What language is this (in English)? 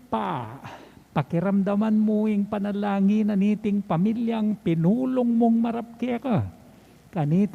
Pampanga